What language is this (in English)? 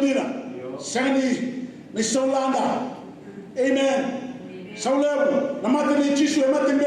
Fijian